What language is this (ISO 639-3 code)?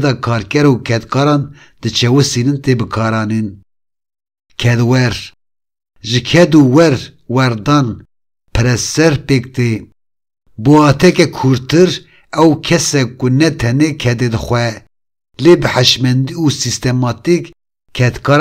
kur